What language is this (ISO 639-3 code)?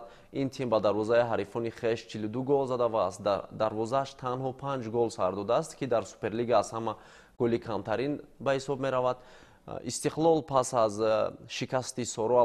tgk